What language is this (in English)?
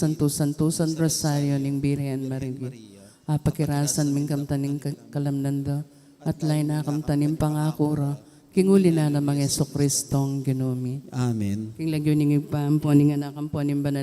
Pampanga